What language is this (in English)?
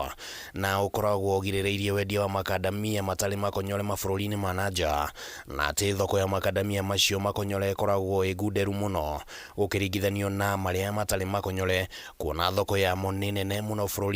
Kikuyu